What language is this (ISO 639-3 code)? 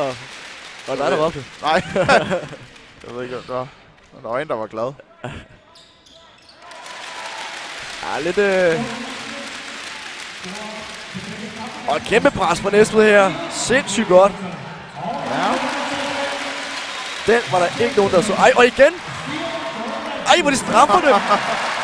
dan